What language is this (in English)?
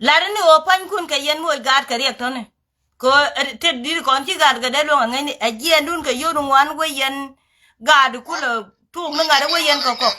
Nuer